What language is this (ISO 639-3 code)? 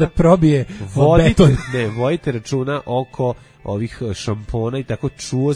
srp